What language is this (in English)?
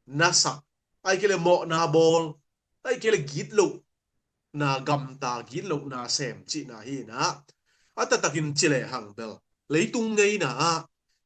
Tedim Chin